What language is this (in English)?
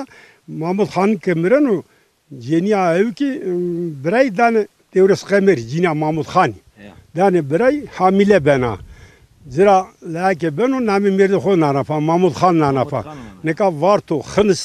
Zaza